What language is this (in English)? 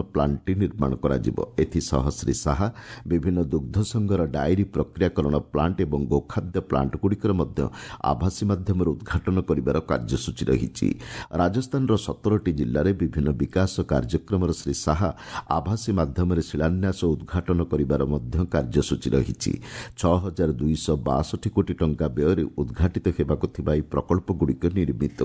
Odia